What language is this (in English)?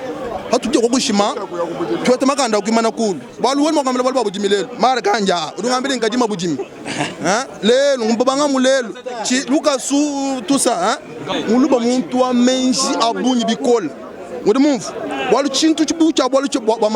Luba-Lulua